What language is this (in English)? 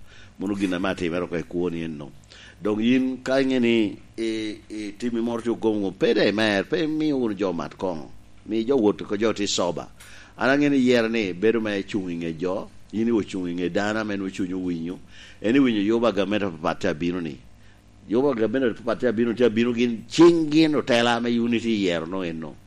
Lango (Uganda)